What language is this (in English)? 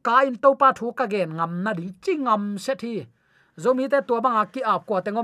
Tedim Chin